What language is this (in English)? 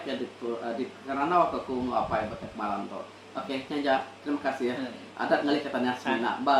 Iban